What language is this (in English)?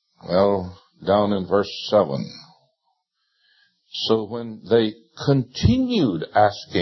English